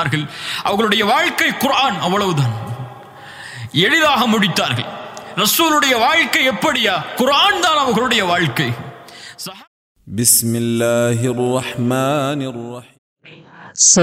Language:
Tamil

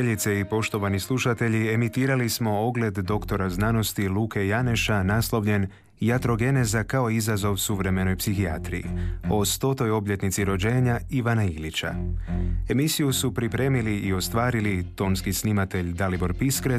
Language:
Croatian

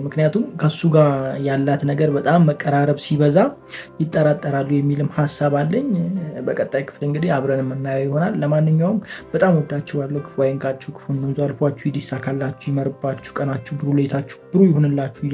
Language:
Amharic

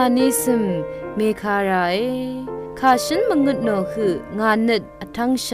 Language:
Rawang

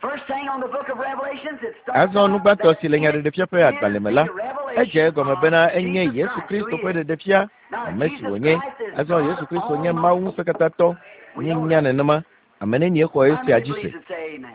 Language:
Ewe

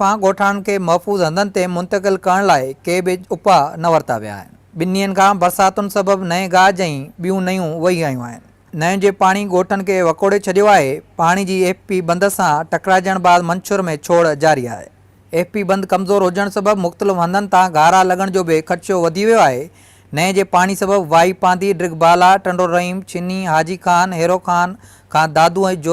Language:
Sindhi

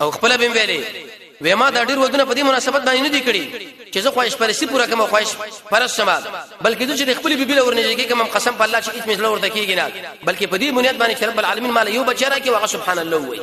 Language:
Pashto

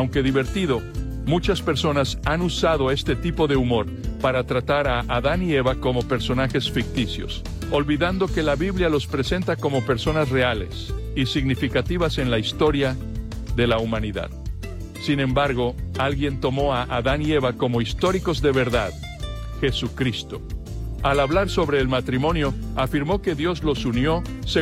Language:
Spanish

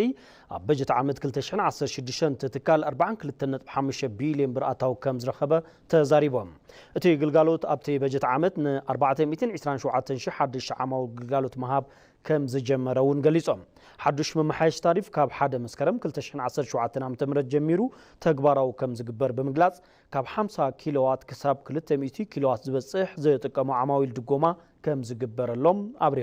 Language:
Tigrinya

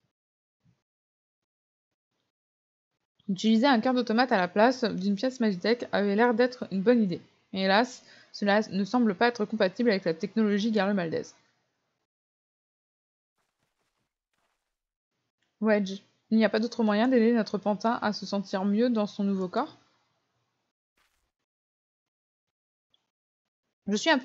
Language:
French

